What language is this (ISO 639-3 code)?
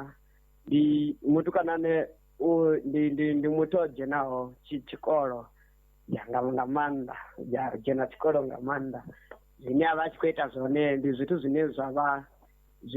ven